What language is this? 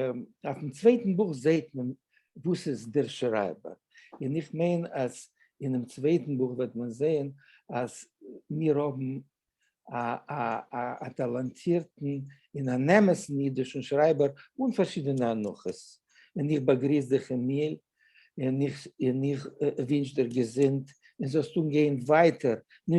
Yiddish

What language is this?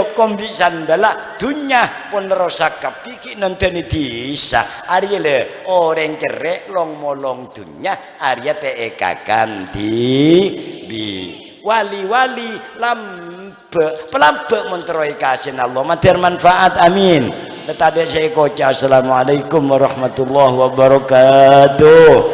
Madurese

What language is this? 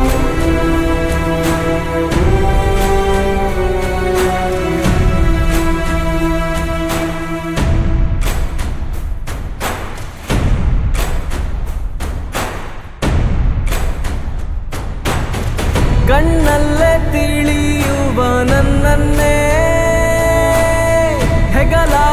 Kannada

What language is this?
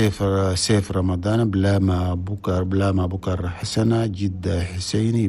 Chadian Arabic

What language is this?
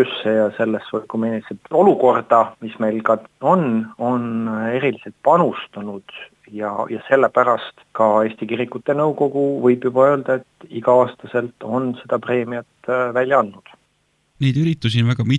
Estonian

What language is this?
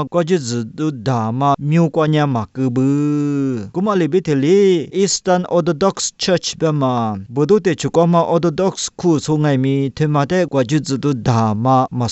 Lisu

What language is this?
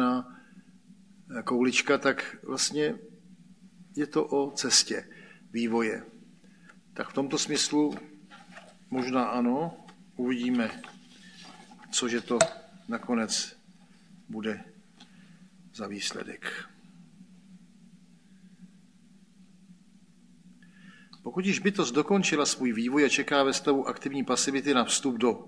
Czech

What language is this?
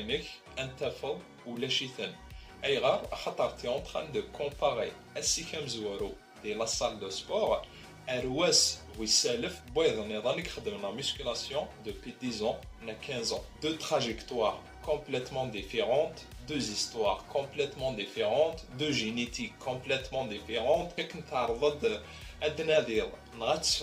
Kabyle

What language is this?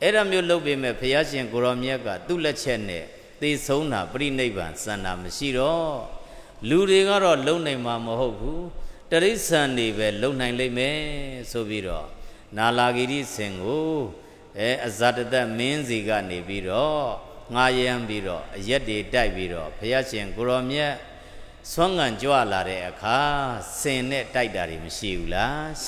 Burmese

